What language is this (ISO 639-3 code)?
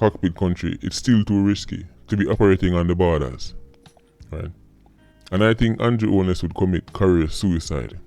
jam